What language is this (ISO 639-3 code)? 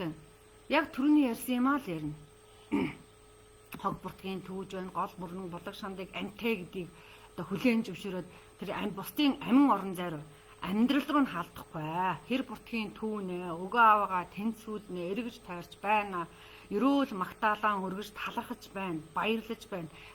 mon